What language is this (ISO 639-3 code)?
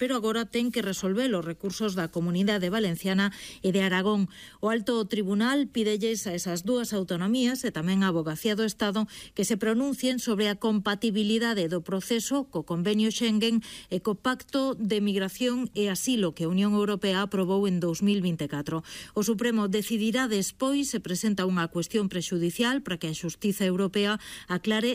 glg